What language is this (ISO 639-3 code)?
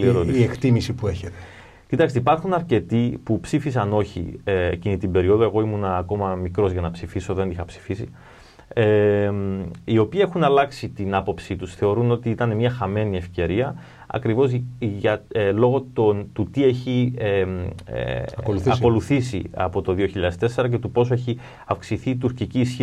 ell